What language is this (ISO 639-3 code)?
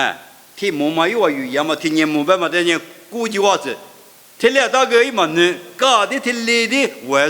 lis